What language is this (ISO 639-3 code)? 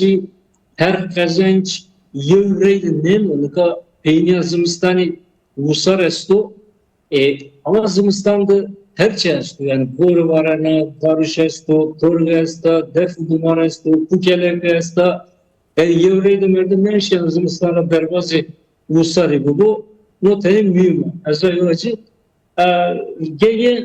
zza